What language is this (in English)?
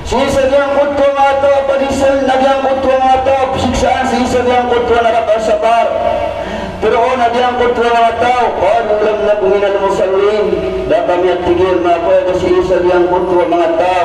Maranao